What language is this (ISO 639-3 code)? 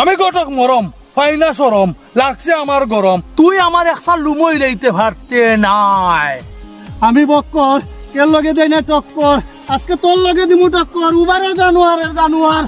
syl